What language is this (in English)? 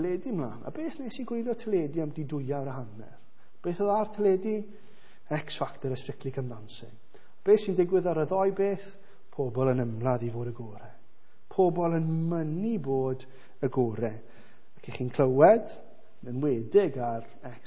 Welsh